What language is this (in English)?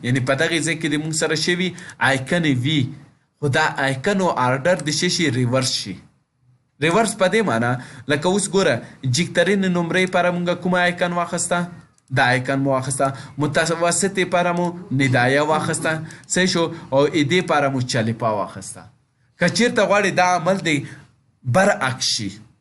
Pashto